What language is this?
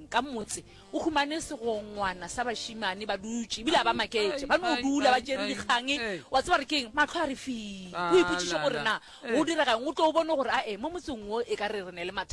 Northern Sotho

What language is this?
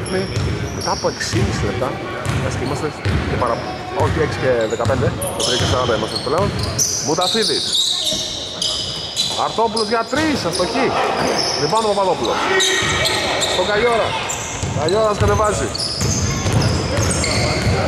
Greek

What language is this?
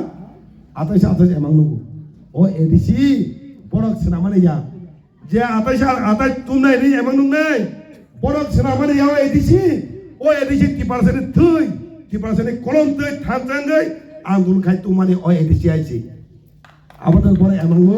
Kok Borok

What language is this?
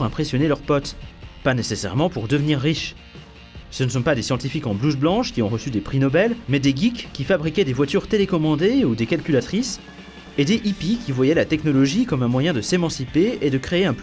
French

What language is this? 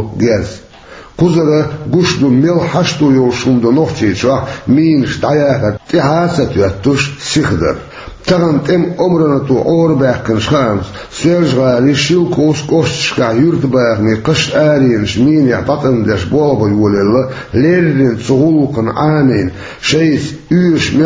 Chechen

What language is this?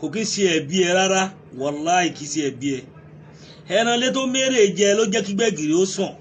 Yoruba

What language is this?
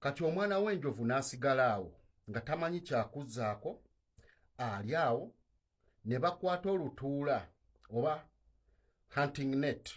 Ganda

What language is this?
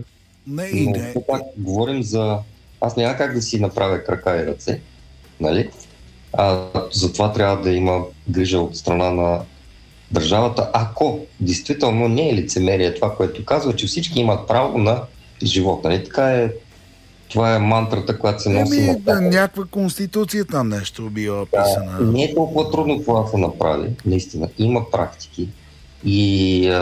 Bulgarian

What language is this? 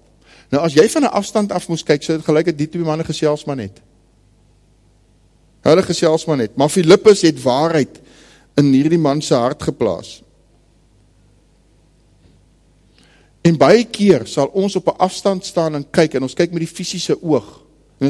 Afrikaans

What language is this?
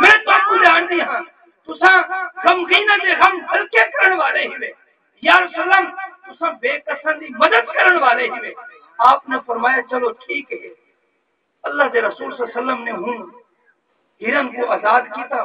Saraiki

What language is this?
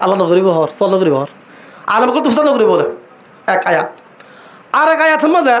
Rohingya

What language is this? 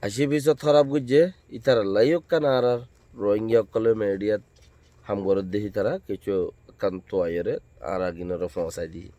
Rohingya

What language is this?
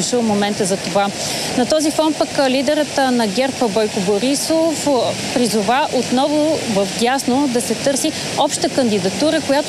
Bulgarian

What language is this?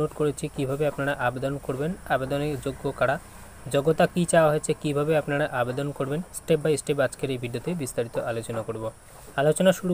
Bangla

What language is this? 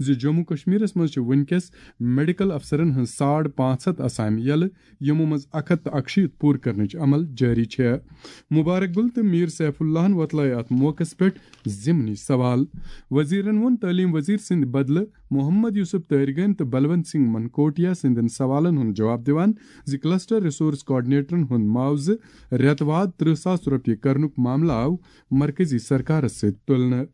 Kashmiri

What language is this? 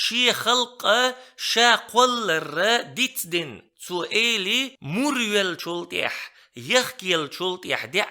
Chechen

